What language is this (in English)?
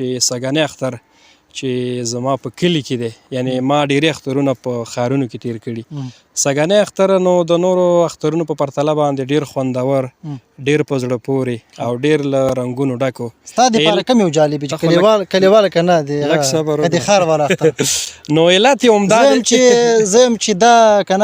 Pashto